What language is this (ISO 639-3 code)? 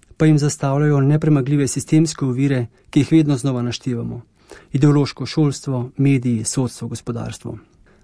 slv